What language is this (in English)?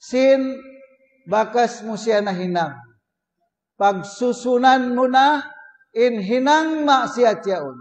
Tausug